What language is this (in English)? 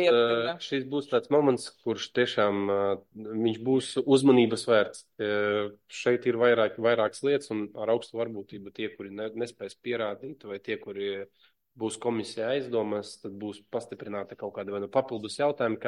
Latvian